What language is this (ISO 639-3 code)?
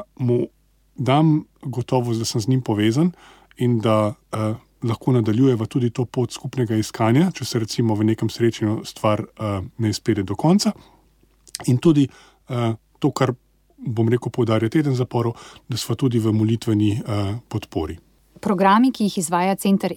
slv